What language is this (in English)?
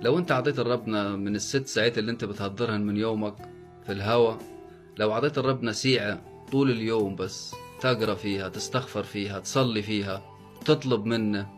Egyptian Arabic